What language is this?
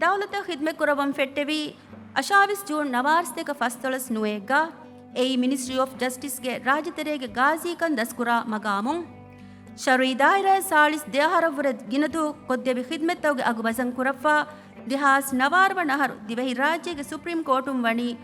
Divehi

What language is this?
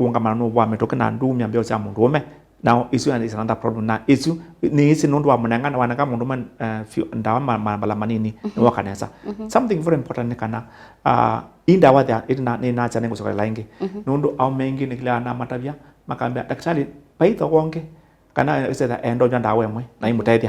Kamba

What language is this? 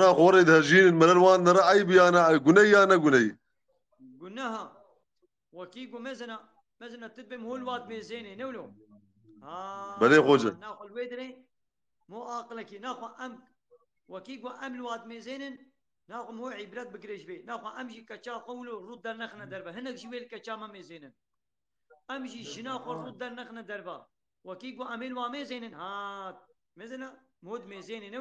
Kurdish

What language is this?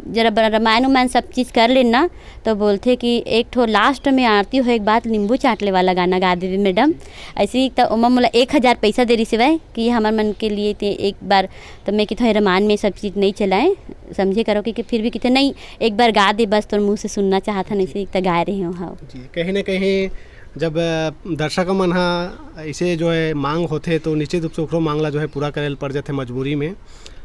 Chhattisgarhi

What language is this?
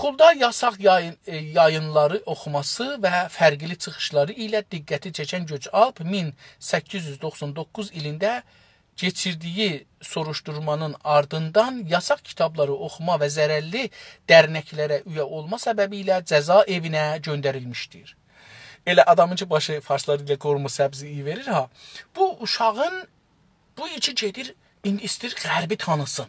South Azerbaijani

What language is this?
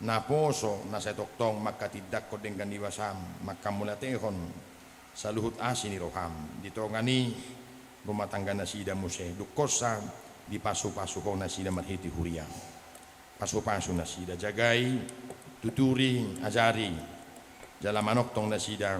Batak Toba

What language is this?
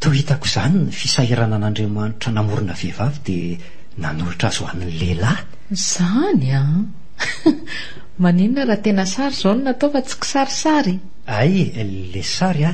Malagasy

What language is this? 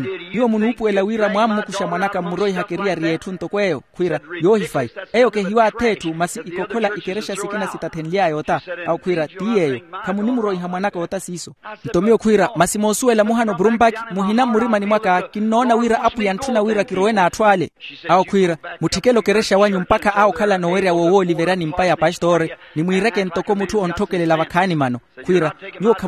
Makhuwa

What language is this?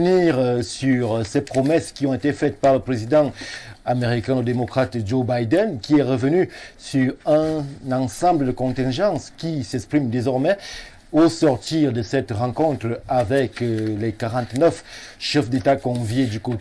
French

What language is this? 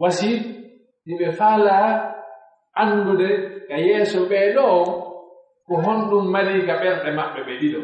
Pular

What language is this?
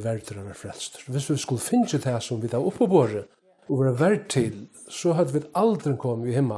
Faroese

